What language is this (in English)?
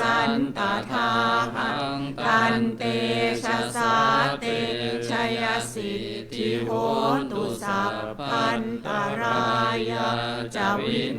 Pali